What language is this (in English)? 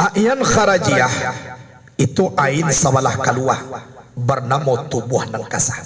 Minangkabau